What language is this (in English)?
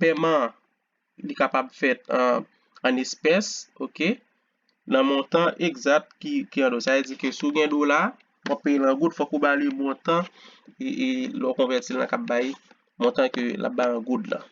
Haitian Creole